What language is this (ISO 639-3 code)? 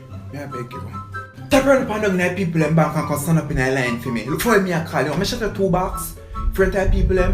jam